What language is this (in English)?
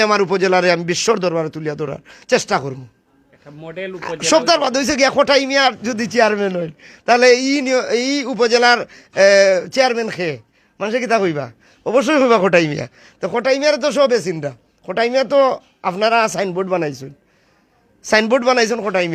Sylheti